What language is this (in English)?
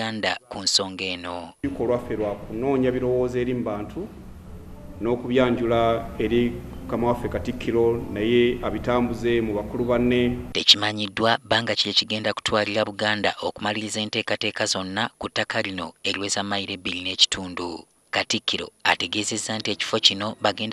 Ganda